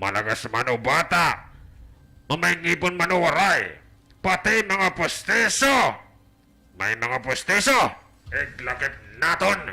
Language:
Waray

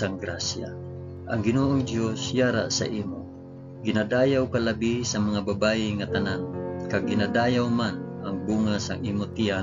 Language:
Hiligaynon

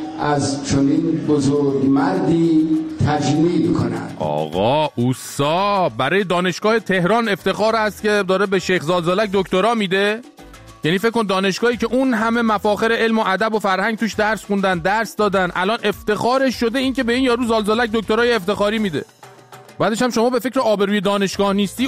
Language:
Persian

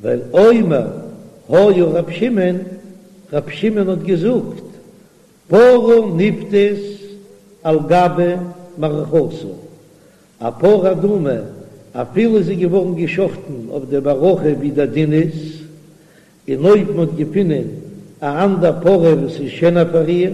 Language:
Yiddish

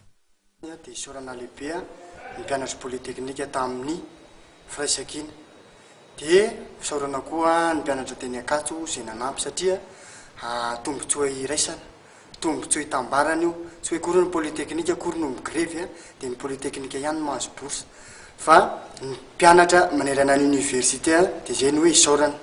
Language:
Malagasy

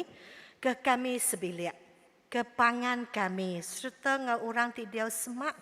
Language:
Iban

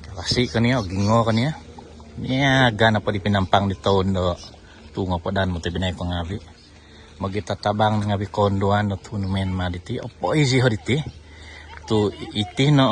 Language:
Central Dusun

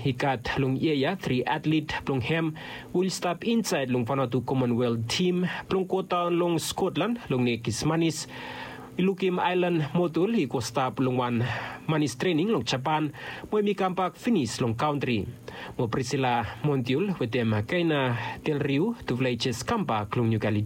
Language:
Bislama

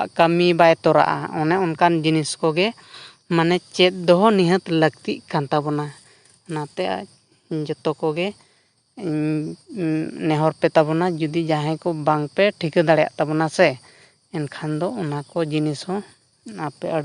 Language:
Santali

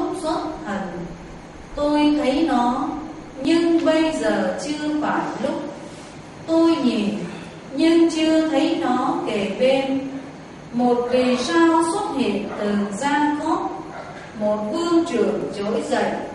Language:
Vietnamese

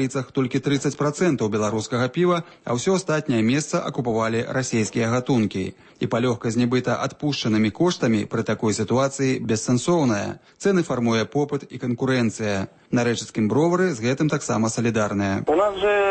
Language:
Belarusian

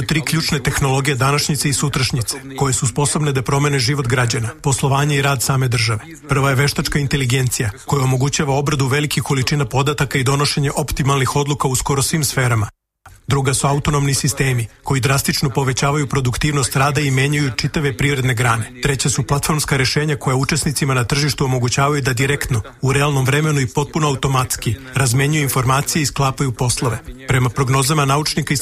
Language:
Serbian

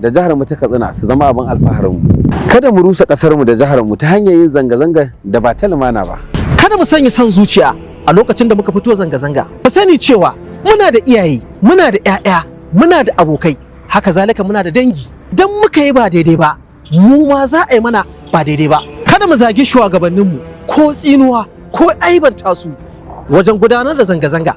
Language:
Hausa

